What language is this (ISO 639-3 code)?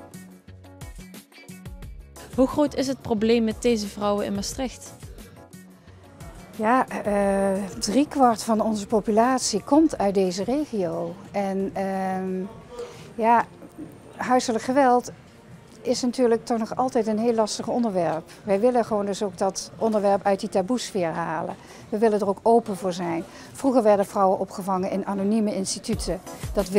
nld